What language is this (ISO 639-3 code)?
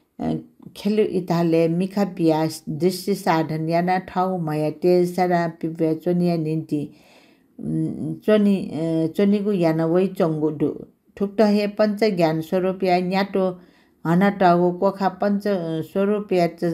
new